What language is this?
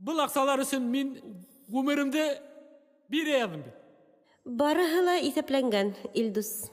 Bashkir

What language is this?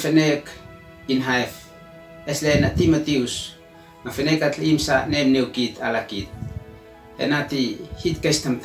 Uab Meto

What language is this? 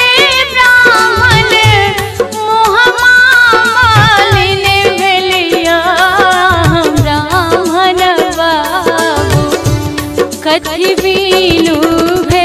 Maithili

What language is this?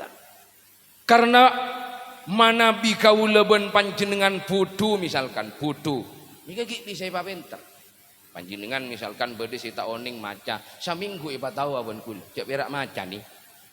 Madurese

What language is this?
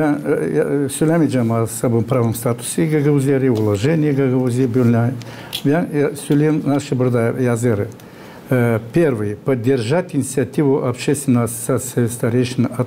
Gagauz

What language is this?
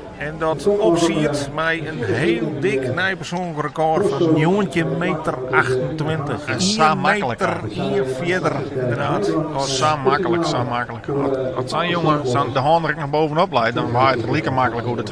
Western Frisian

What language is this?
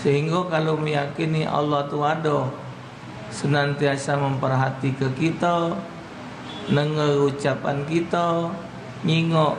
Musi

